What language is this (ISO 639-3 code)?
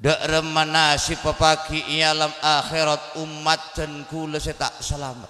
mad